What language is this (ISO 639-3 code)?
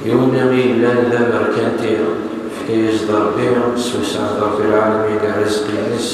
kab